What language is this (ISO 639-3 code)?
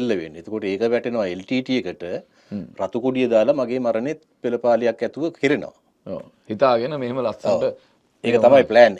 sin